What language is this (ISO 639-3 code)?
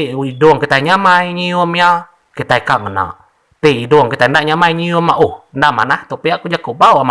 iba